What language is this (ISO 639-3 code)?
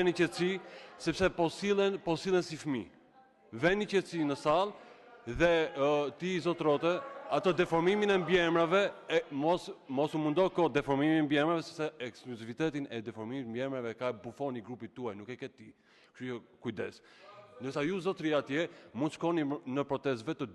sqi